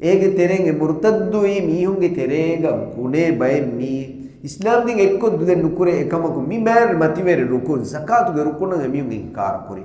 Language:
Divehi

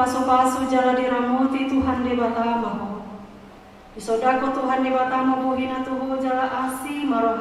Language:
Batak Toba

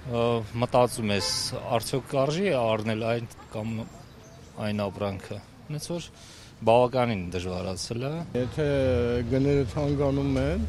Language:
Armenian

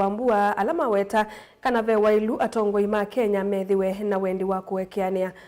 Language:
Kamba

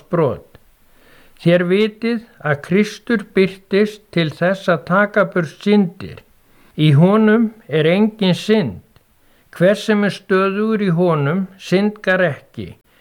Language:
Icelandic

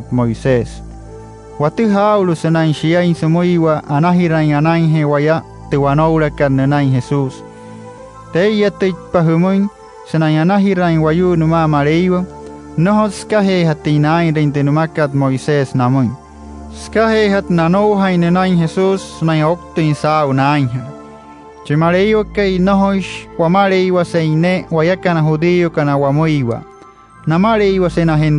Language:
Wayuu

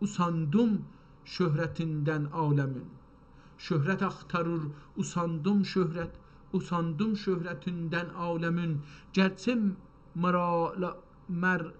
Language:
South Azerbaijani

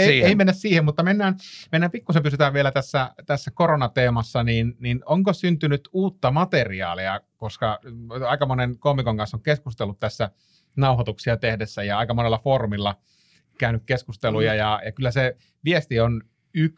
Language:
Finnish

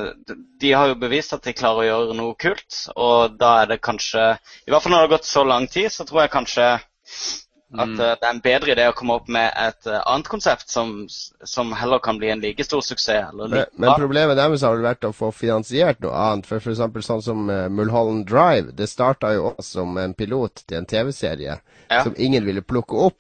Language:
Norwegian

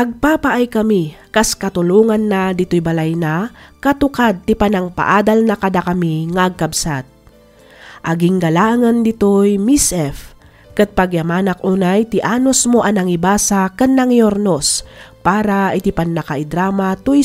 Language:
Iloko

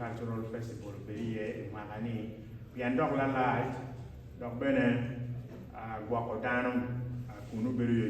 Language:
Acoli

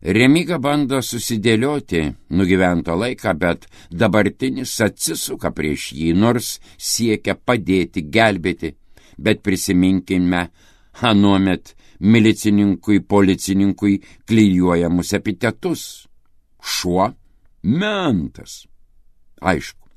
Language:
Lithuanian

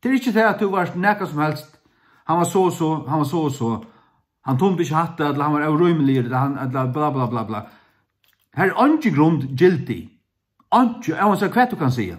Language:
Faroese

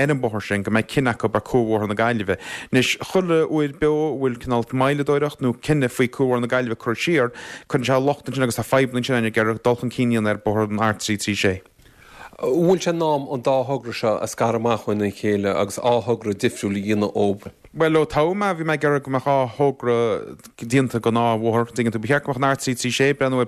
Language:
Irish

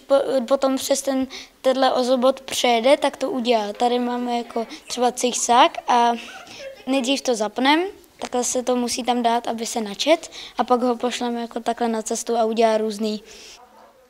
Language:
Czech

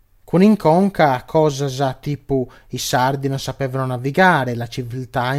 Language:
Sardinian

